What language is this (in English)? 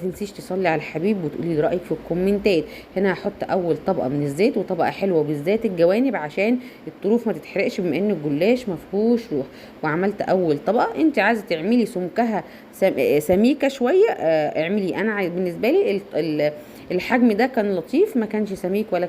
Egyptian Arabic